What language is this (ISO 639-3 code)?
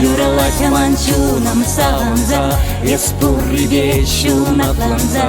chv